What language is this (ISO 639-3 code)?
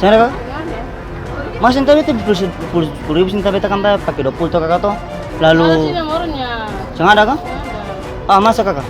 abs